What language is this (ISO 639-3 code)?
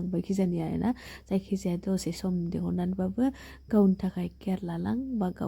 brx